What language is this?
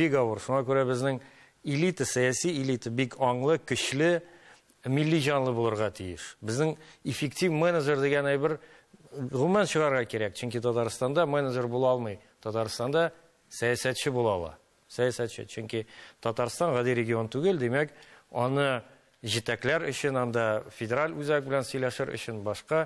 Tatar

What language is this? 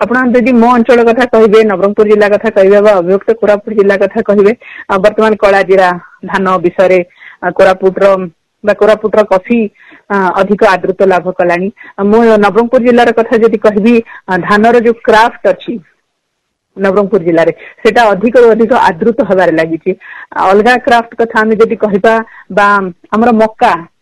Odia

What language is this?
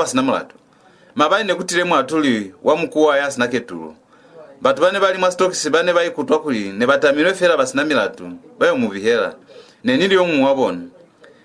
Lozi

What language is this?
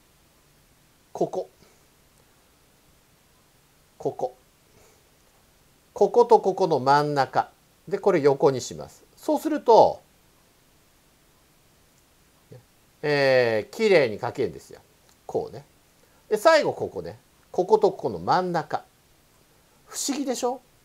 Japanese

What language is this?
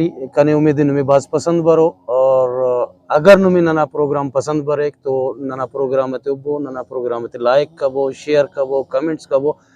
Brahui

